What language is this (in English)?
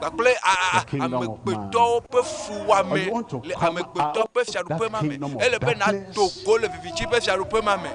Ewe